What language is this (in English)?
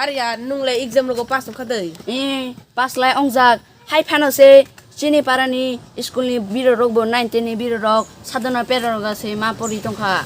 Kok Borok